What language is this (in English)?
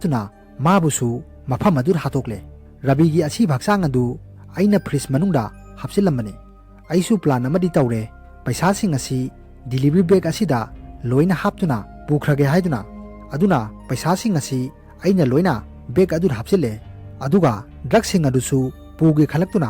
Manipuri